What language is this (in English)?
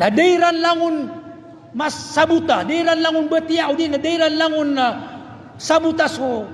Maranao